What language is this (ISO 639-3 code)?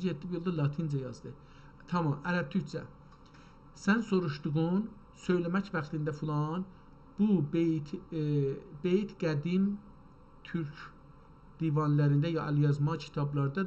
azb